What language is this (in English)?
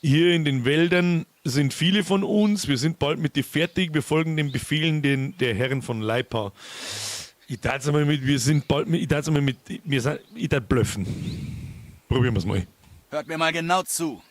Bavarian